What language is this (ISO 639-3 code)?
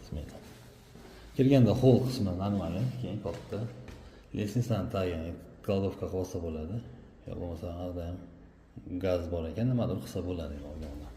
uzb